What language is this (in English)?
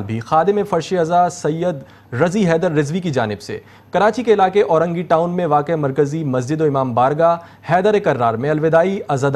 Urdu